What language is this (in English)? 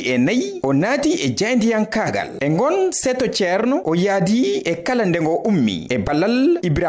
Fula